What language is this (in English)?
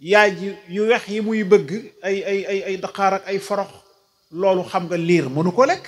Wolof